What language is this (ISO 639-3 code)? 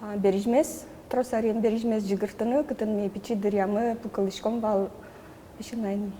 udm